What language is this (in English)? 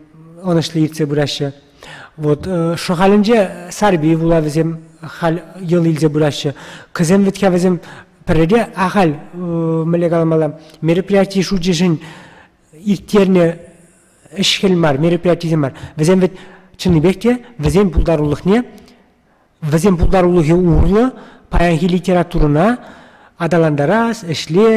Chuvash